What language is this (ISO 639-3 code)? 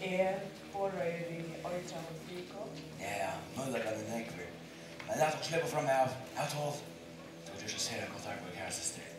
fao